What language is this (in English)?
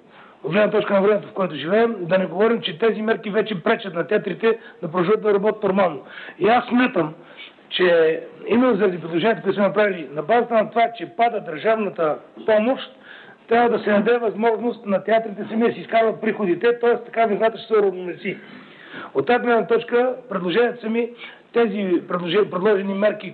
Bulgarian